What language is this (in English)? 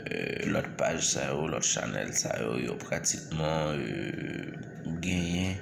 Haitian Creole